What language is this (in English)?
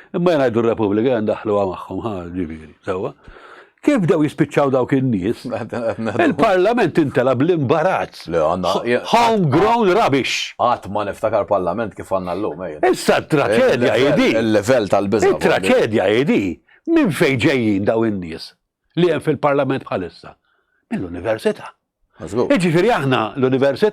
Maltese